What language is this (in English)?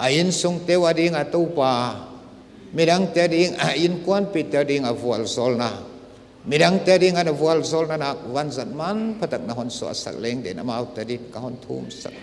Paite Chin